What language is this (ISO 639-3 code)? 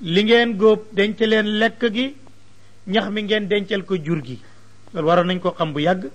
wol